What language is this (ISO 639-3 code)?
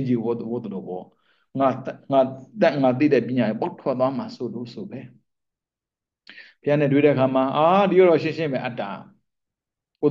mya